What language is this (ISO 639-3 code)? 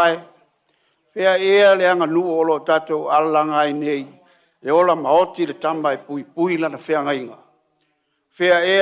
smo